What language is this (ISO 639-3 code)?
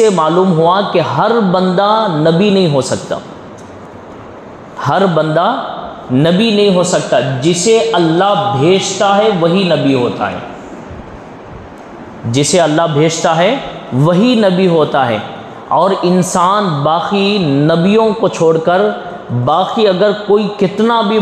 urd